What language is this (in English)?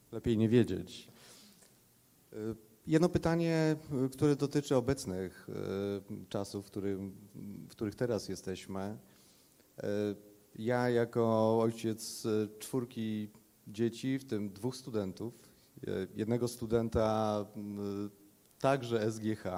Polish